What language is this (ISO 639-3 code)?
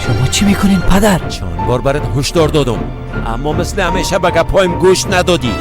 fas